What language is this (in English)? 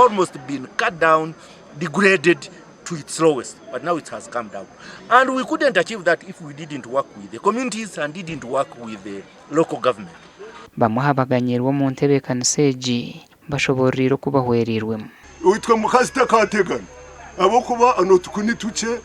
Nyankole